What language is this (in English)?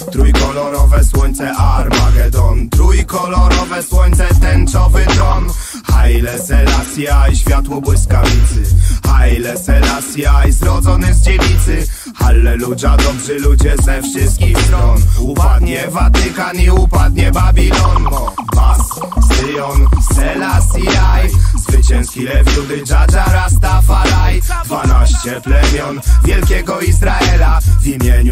Polish